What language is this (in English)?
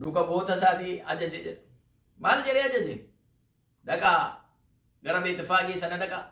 Oromo